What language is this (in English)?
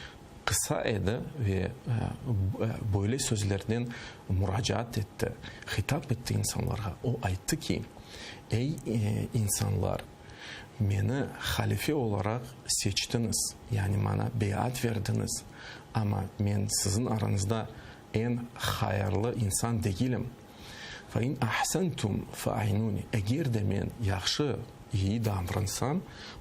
Crimean Tatar